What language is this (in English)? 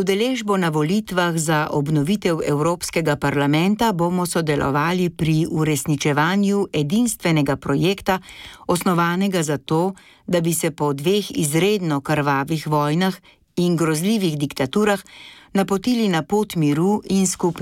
Slovenian